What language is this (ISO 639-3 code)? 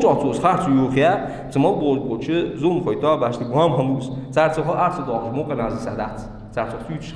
inh